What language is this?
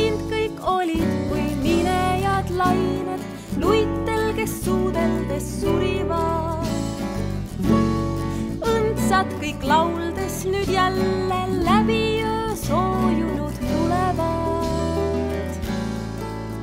Estonian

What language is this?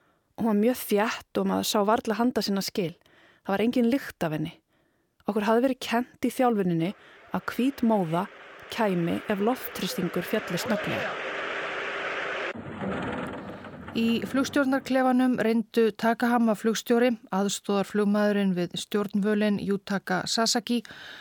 Icelandic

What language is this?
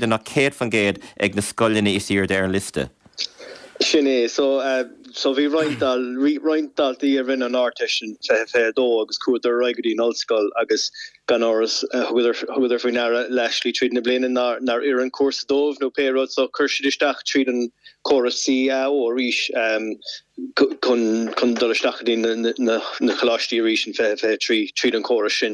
Irish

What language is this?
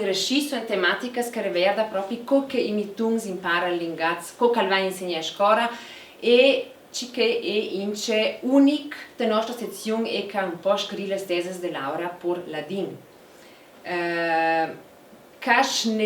Ladin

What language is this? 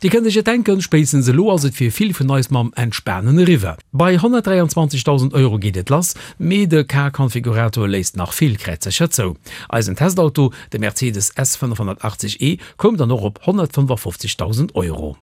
Luxembourgish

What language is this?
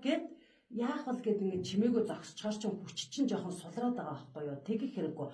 Mongolian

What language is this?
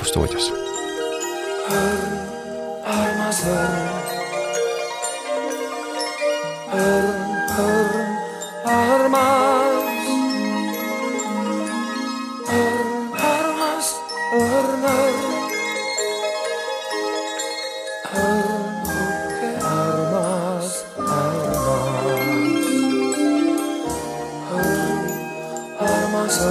Estonian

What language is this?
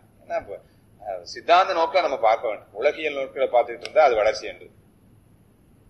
Tamil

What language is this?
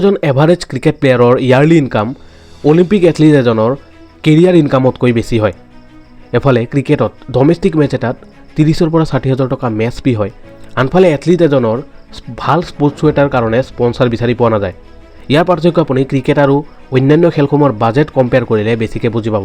Assamese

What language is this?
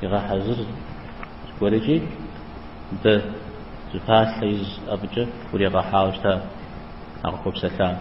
Kabardian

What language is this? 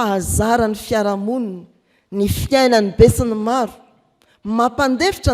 Malagasy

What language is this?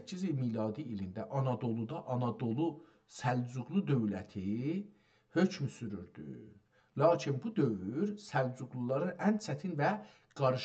South Azerbaijani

